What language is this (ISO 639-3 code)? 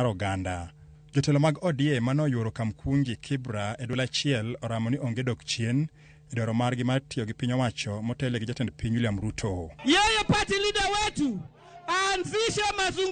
luo